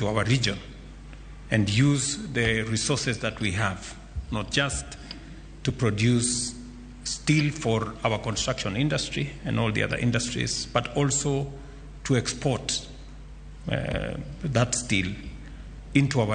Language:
Luo (Kenya and Tanzania)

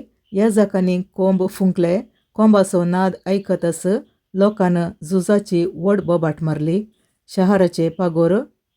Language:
Konkani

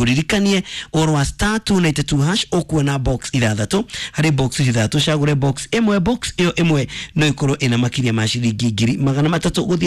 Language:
Kikuyu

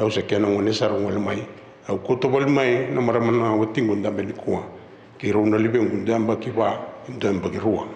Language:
Fijian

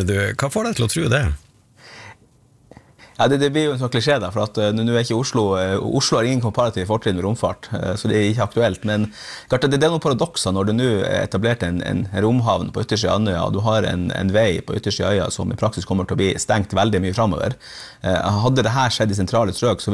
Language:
Norwegian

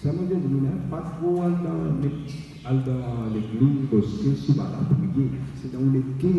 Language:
Morisyen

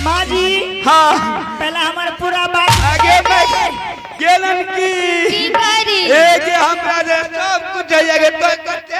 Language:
Angika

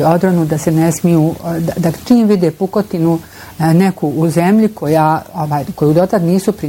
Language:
Bosnian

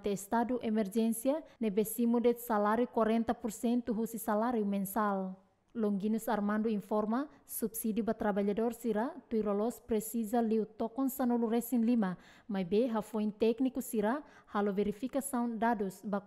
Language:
Tetum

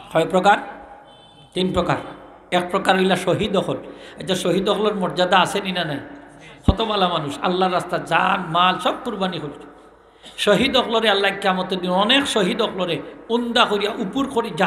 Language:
Sylheti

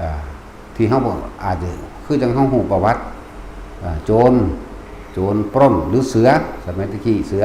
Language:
Northeastern Thai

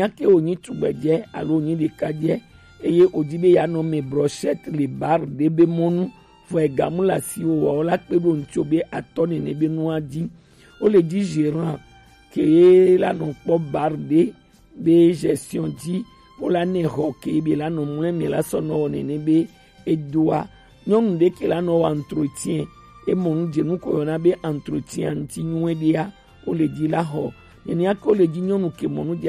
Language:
Gen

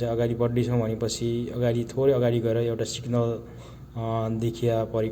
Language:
Nepali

